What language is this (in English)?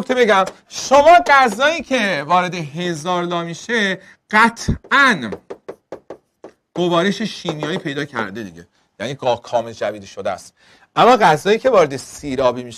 Persian